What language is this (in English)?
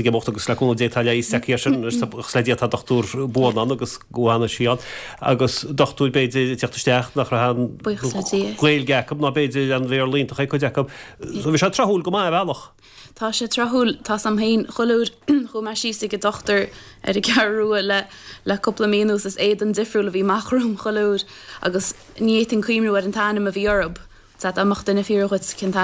Irish